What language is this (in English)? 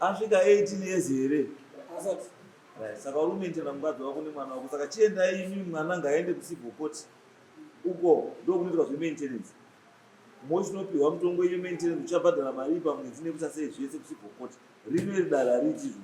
Shona